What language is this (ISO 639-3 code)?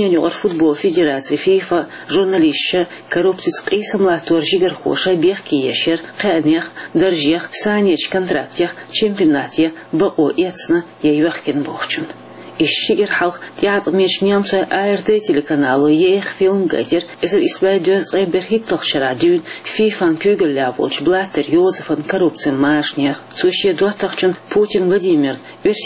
che